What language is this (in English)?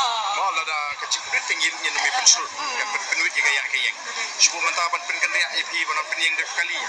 Khasi